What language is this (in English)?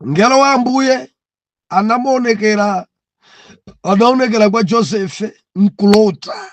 Nyanja